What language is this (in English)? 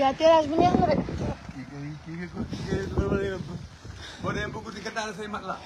Wolof